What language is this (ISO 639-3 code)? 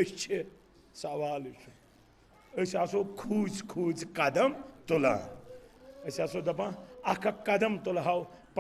kas